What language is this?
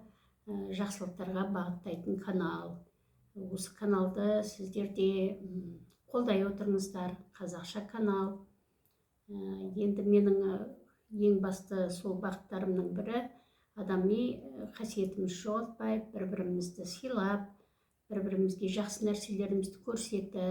Kazakh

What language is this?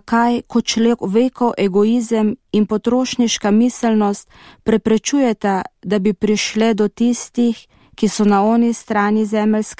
Slovenian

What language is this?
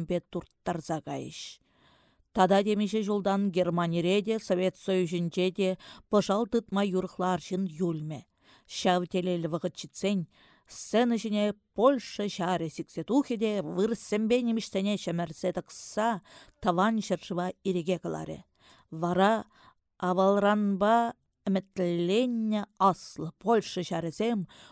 Chuvash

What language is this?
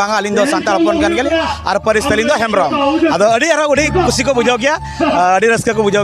Santali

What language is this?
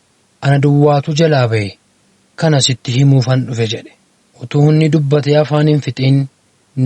Oromo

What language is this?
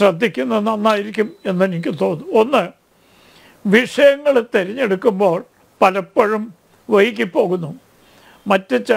Malayalam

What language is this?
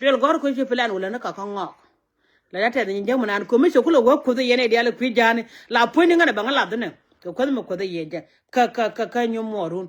Nuer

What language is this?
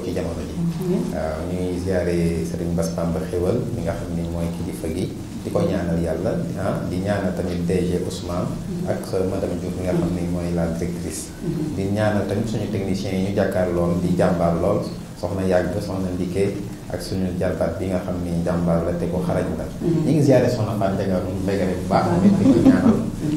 Wolof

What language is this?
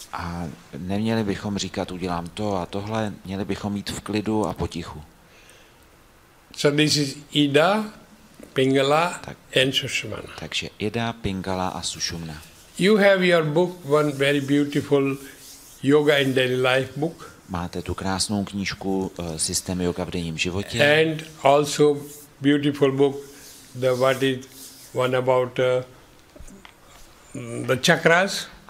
Czech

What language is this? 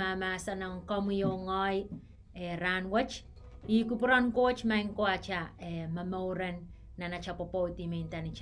Pohnpeian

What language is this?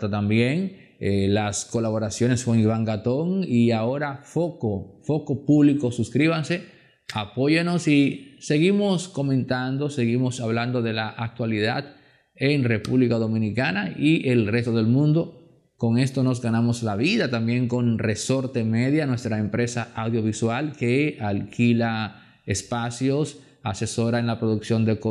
Spanish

